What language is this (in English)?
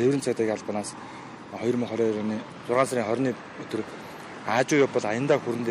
Mongolian